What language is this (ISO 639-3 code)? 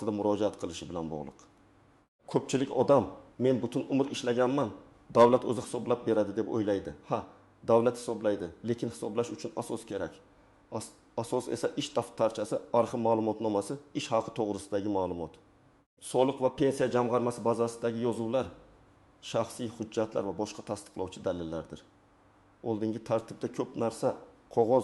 uzb